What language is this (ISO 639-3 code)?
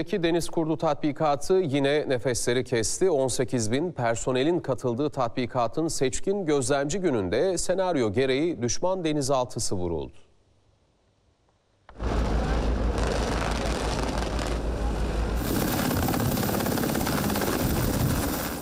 tur